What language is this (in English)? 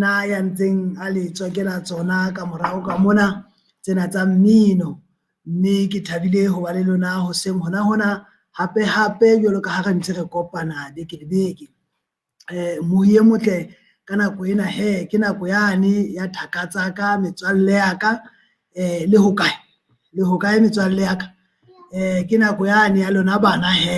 Southern Sotho